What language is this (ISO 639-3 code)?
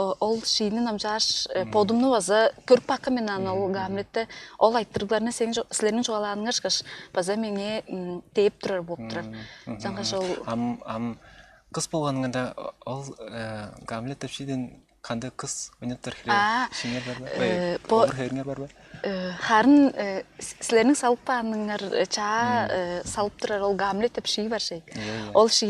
tyv